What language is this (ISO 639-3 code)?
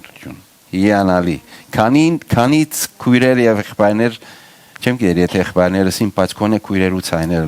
hyw